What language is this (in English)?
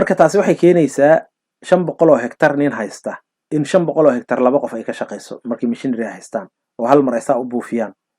Somali